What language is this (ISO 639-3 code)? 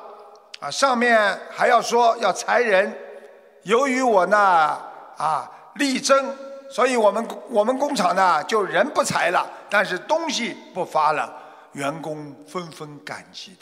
zho